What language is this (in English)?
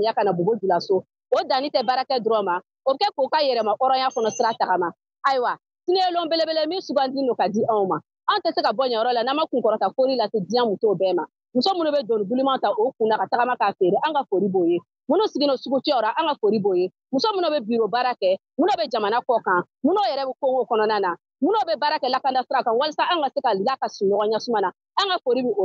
Bambara